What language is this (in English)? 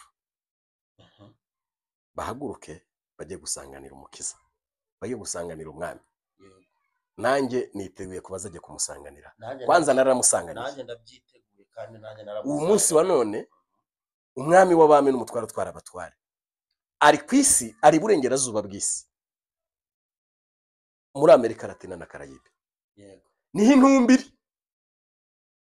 Kinyarwanda